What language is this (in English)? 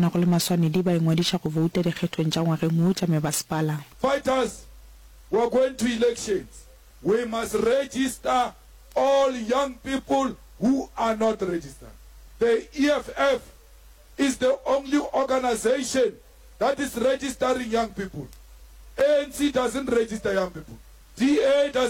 Northern Sotho